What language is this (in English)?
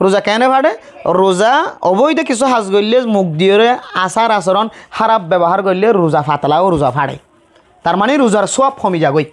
Rohingya